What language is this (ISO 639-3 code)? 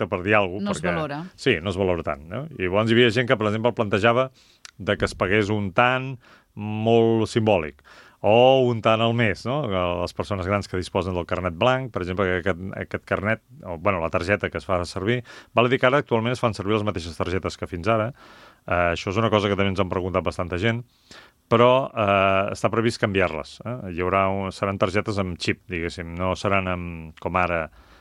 cat